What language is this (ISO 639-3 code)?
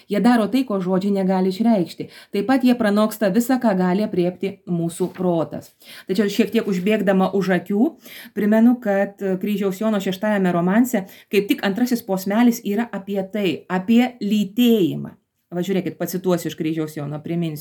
lit